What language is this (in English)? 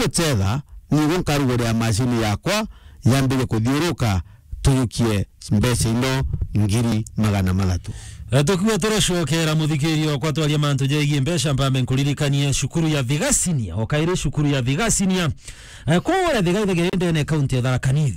Meru